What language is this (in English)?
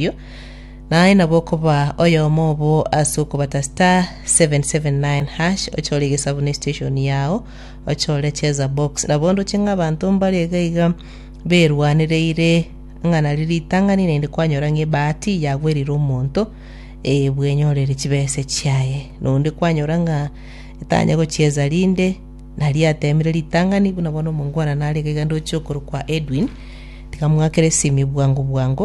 Gusii